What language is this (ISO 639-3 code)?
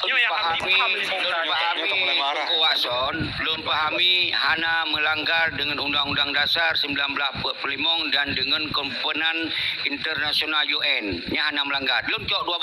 ace